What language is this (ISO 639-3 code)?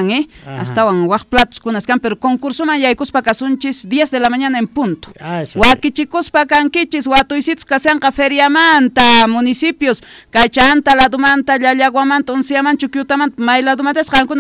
quh